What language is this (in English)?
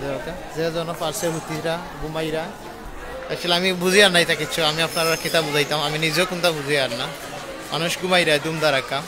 Sylheti